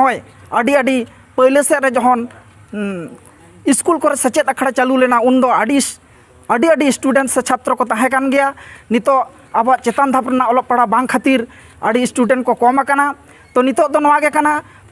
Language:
Santali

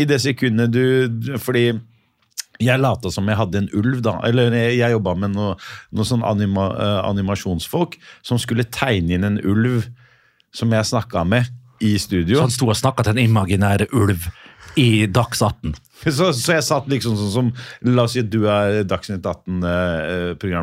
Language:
Norwegian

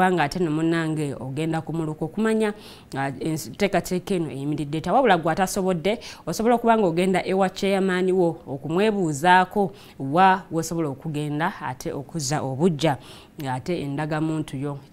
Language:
Ganda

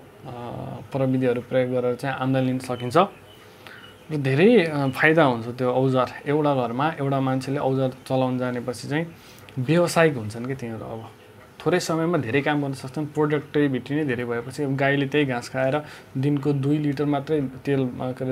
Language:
Nepali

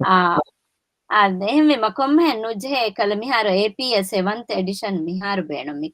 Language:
Divehi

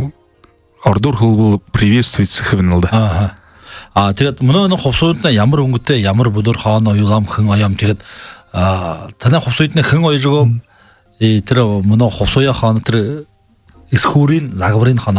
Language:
Buriat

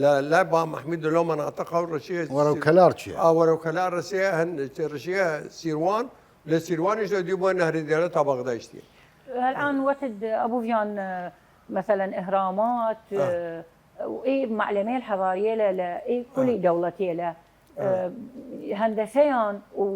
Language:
Southern Kurdish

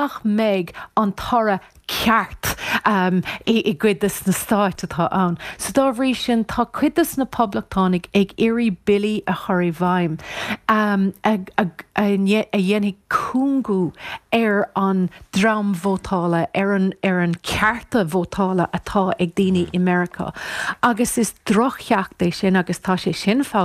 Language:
Irish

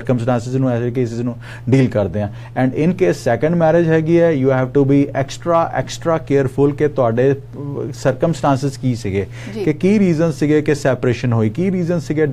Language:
Punjabi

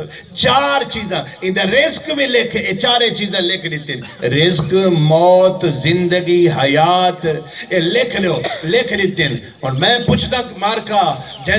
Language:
Saraiki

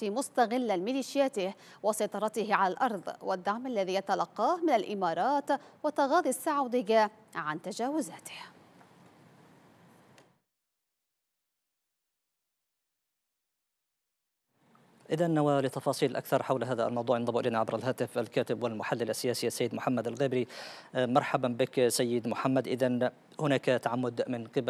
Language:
Arabic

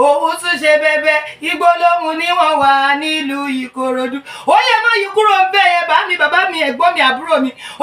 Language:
Yoruba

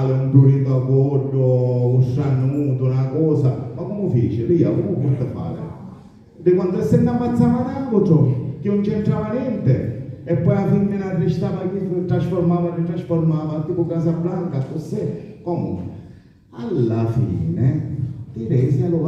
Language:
Sicilian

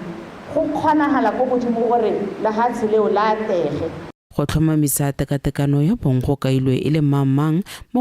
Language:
Tswana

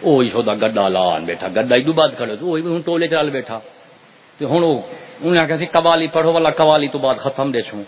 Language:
Saraiki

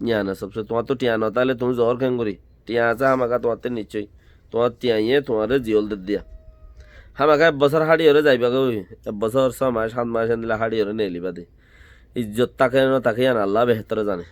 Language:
Rohingya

